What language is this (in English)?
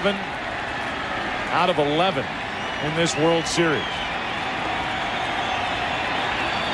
English